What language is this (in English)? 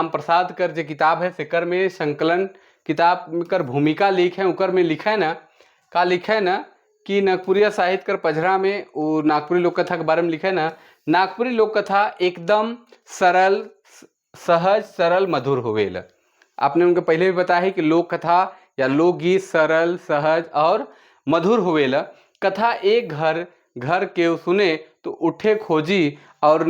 Sadri